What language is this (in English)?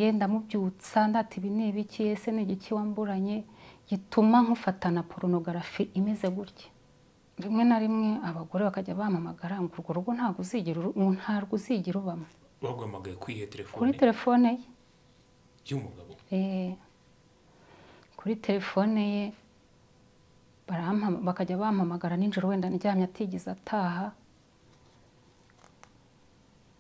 Kinyarwanda